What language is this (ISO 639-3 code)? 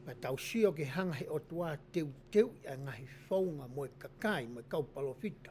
ton